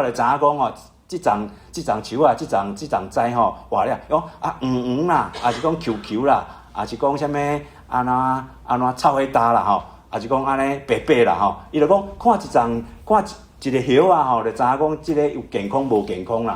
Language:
Min Nan Chinese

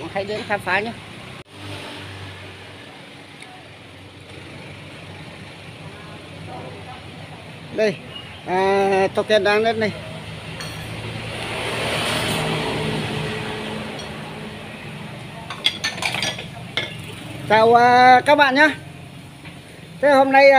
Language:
Vietnamese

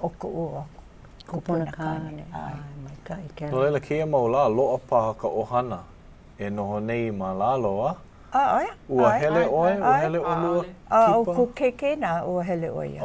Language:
Hawaiian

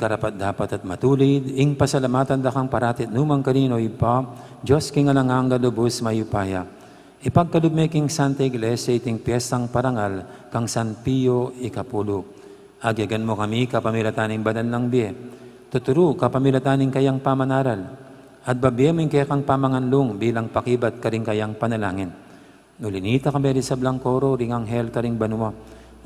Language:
Pampanga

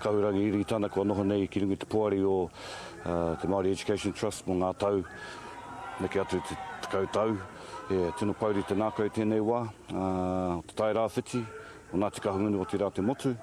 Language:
Māori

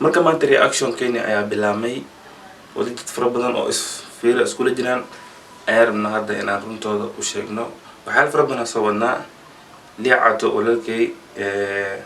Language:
Somali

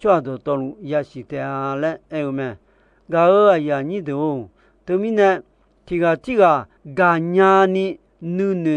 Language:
Akha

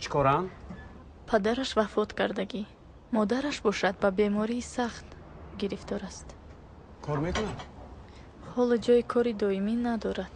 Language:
Tajik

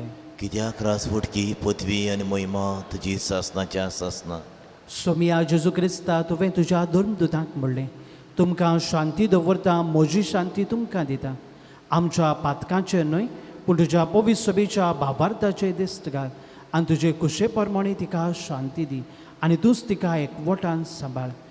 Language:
Konkani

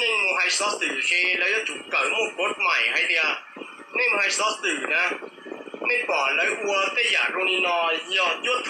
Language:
Hmong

